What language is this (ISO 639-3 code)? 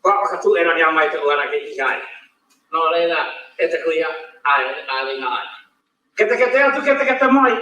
mri